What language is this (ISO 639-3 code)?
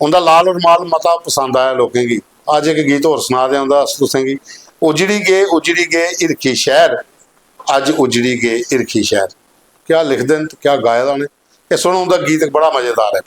doi